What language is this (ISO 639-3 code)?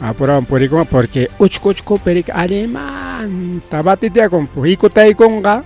quy